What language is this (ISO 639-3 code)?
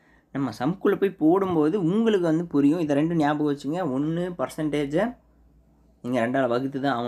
tam